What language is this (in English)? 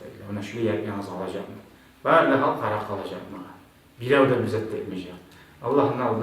Kumyk